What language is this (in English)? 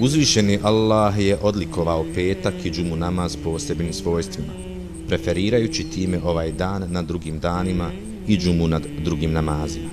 Bosnian